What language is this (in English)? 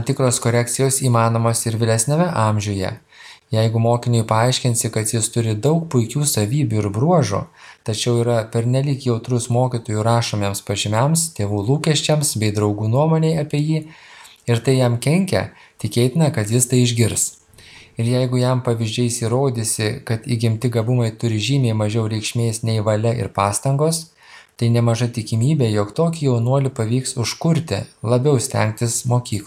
Lithuanian